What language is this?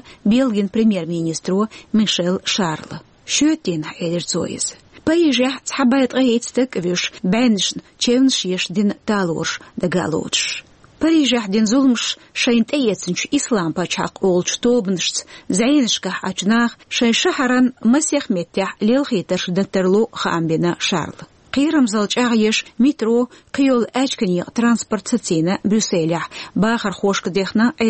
Chechen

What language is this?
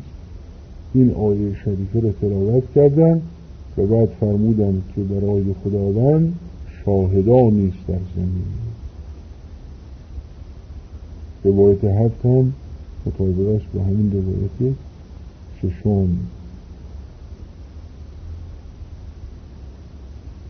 Persian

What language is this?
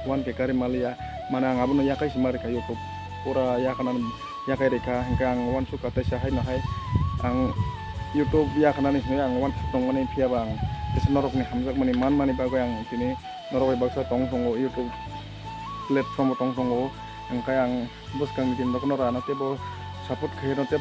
Kok Borok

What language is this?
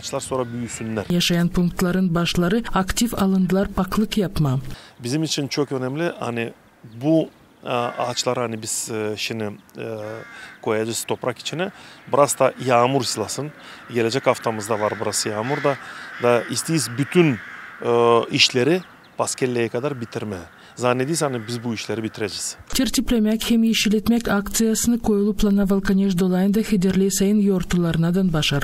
Gagauz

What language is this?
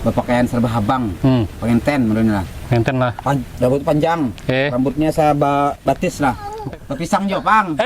Banjar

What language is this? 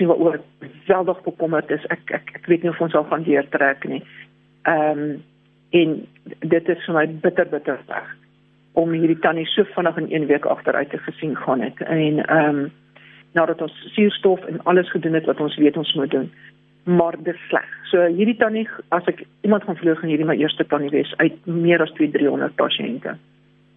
Afrikaans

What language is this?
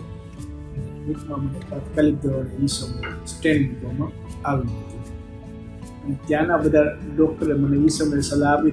Gujarati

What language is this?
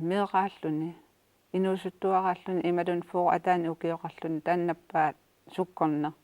Kalaallisut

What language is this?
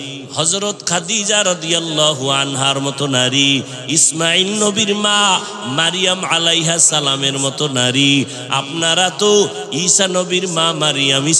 Bangla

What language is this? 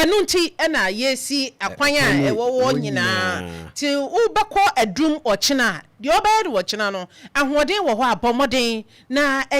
Akan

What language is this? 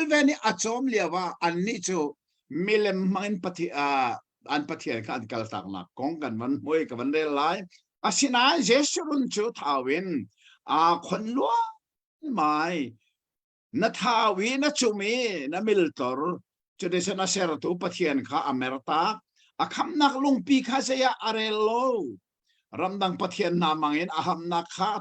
Hakha Chin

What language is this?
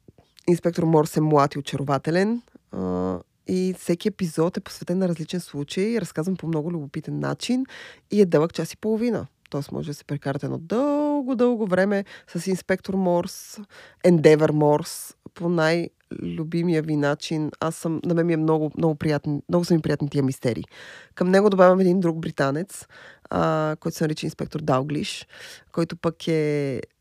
Bulgarian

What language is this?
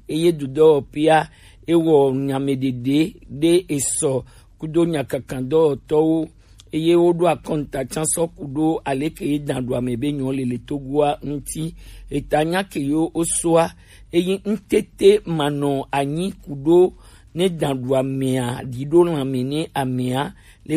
Gen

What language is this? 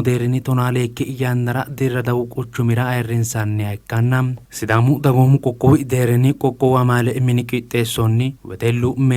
Sidamo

